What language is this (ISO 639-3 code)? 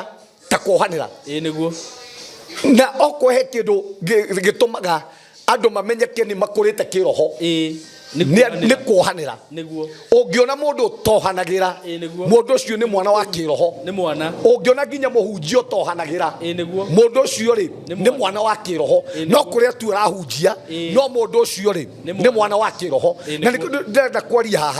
kik